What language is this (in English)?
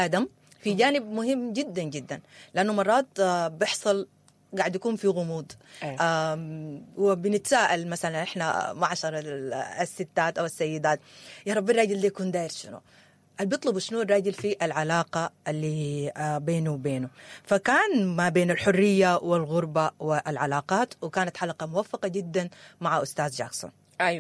Sudanese Arabic